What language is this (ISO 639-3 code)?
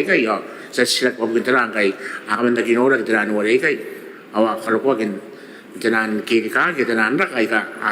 gil